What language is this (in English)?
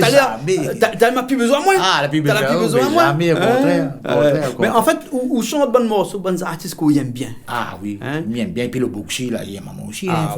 Réunion Creole French